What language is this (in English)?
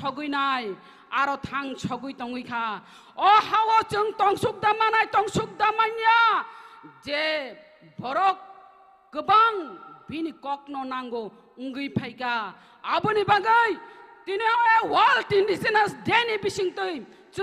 Kok Borok